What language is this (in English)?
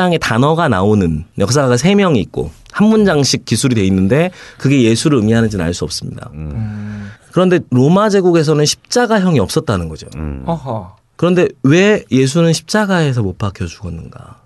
Korean